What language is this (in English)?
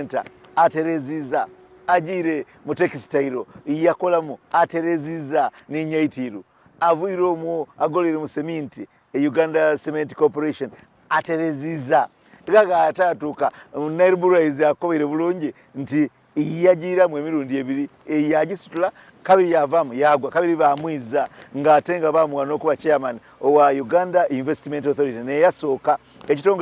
Soga